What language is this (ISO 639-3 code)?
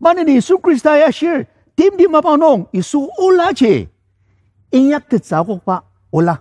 njo